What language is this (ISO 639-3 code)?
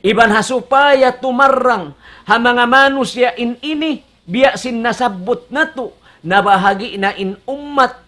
tsg